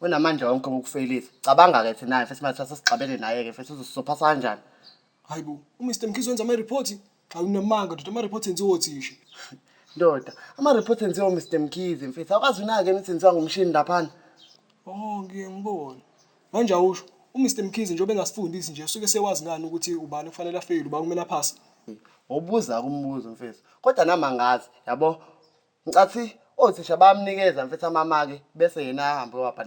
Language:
Zulu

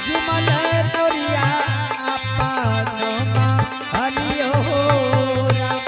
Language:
Angika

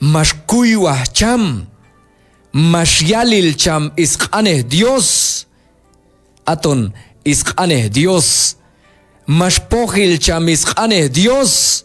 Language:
Q'anjob'al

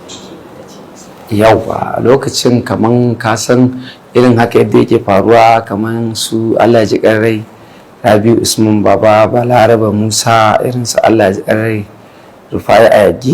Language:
Hausa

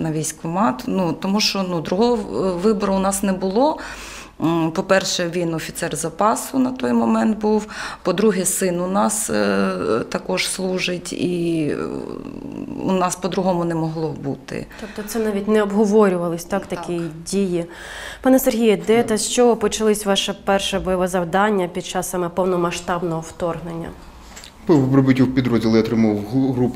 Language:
Ukrainian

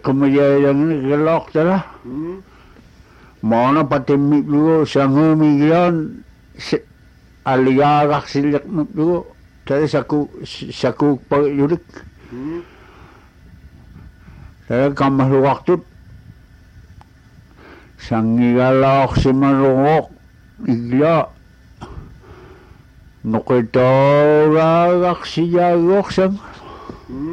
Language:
Indonesian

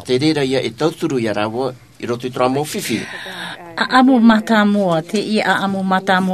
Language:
Tahitian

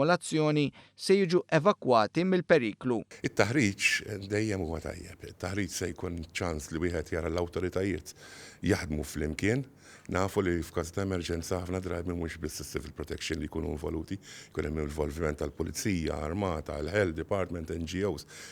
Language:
Maltese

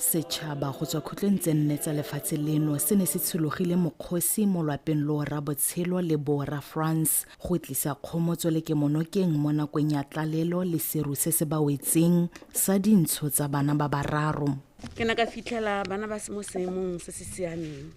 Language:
Tswana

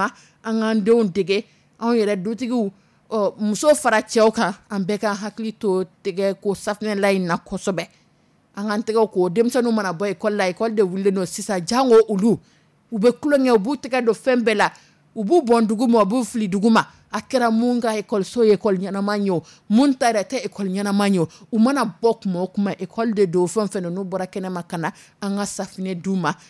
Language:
Dyula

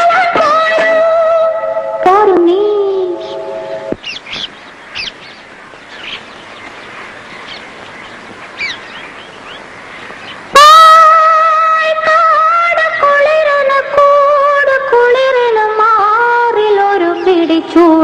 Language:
Malayalam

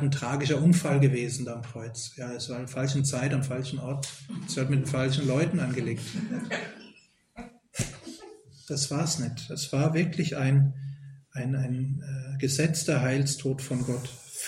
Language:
German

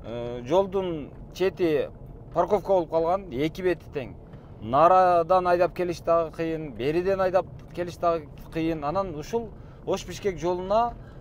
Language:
Kyrgyz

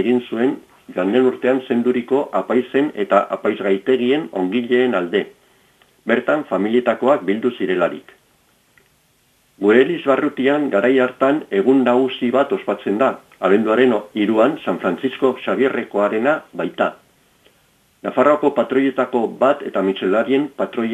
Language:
Basque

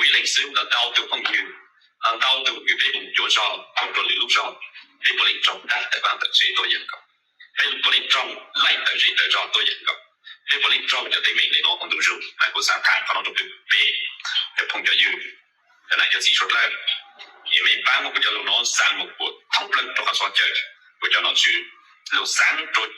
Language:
Hmong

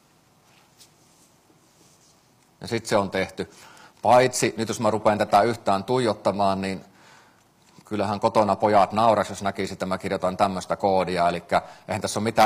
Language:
Finnish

